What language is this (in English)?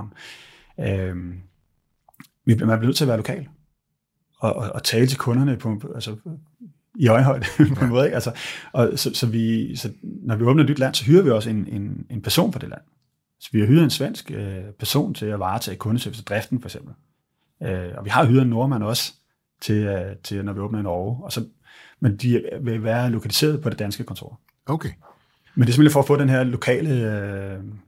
Danish